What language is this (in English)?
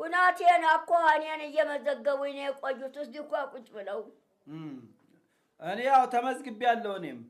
Amharic